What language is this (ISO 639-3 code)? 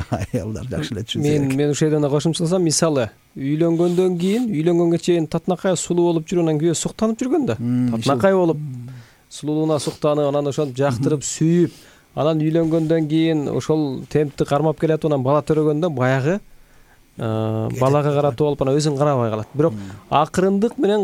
kir